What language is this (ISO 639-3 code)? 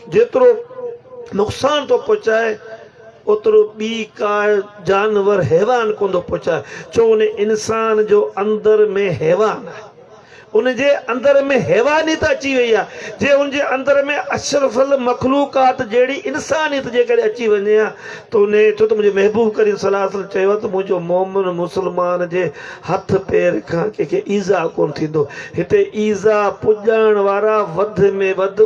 snd